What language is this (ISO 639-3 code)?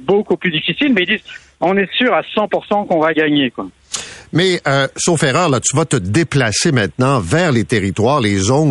fra